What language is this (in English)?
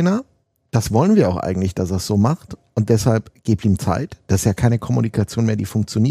German